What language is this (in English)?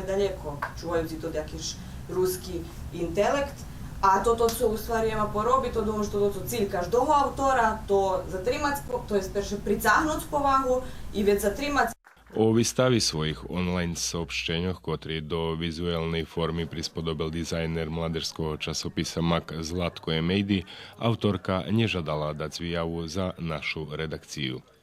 Rusyn